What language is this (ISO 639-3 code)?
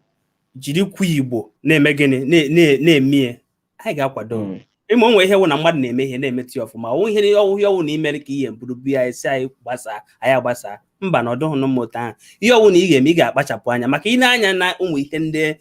ibo